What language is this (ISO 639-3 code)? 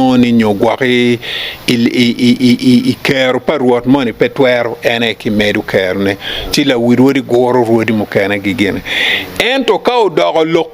ach